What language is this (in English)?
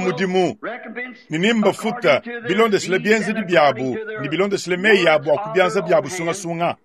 Luba-Lulua